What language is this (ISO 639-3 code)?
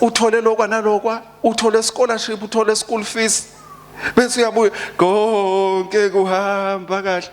ssw